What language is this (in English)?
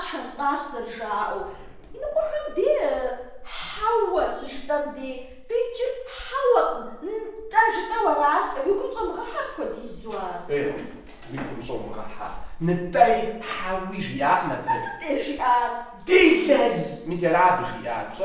Kabardian